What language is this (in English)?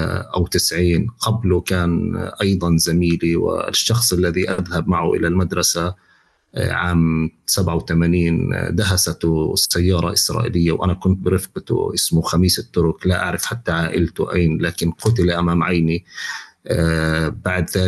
North Levantine Arabic